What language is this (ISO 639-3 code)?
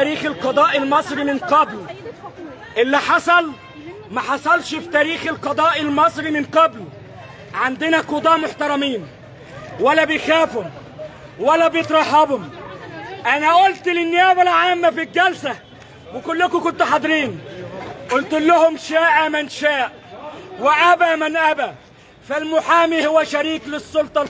arz